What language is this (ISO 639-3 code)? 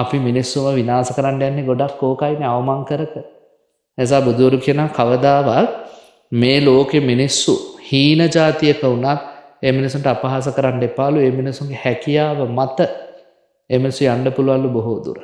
sin